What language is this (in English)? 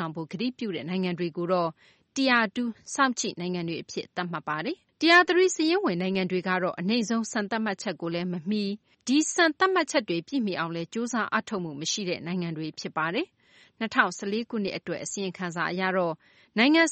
Burmese